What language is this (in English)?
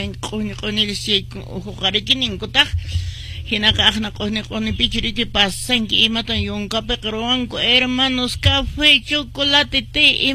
Quechua